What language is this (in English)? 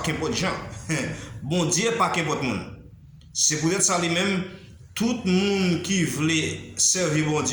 Haitian Creole